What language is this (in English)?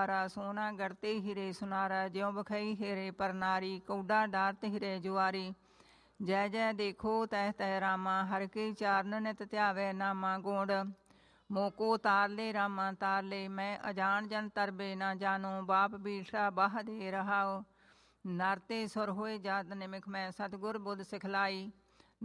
Punjabi